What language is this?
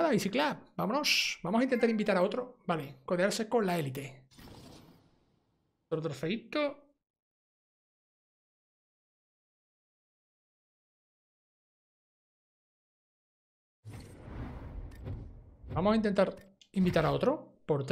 Spanish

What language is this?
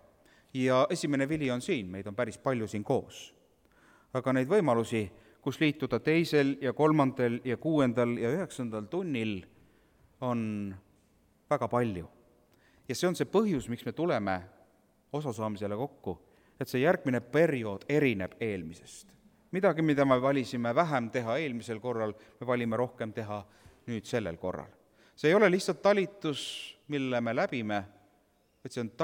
Estonian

